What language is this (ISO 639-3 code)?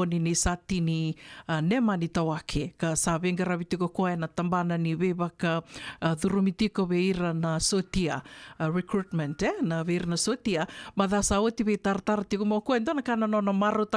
fij